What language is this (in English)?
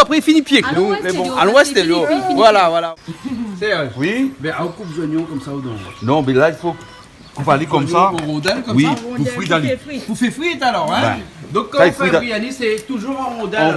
Réunion Creole French